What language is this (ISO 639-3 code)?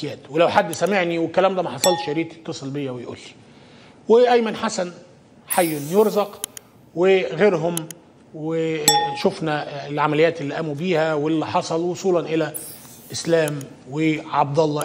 arz